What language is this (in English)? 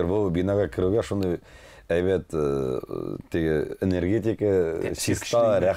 Tatar